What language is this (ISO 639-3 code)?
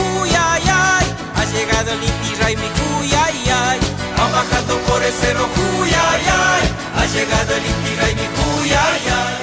qug